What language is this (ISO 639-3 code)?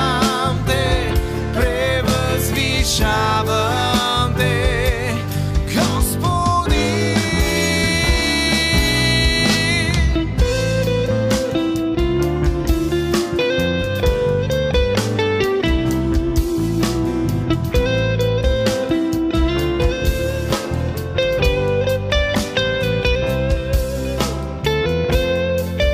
bul